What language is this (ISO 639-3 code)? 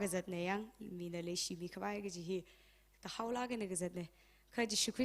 nmf